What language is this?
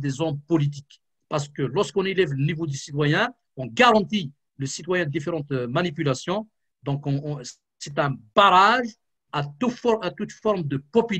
French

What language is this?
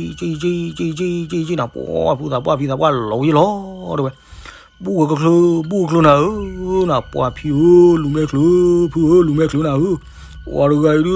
S'gaw Karen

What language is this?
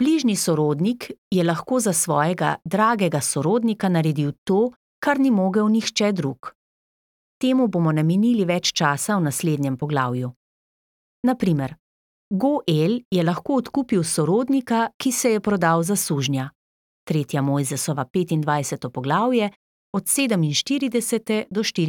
Slovenian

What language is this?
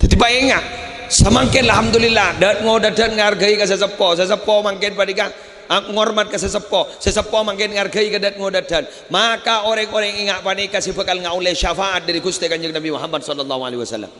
Madurese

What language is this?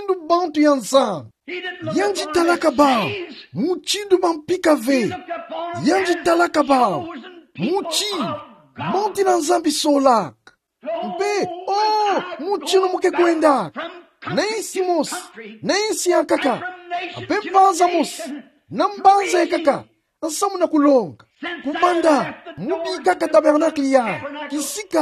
Kituba (Democratic Republic of Congo)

